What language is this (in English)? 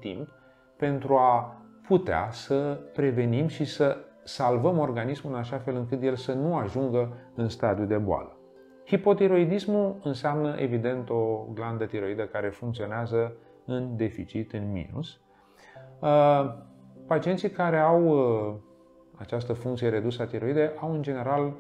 Romanian